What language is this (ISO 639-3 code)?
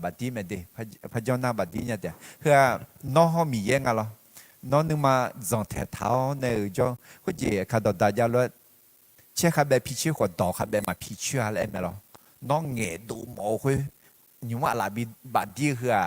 ahk